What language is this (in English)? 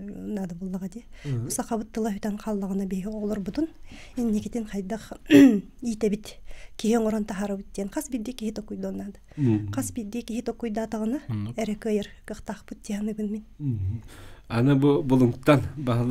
Yakut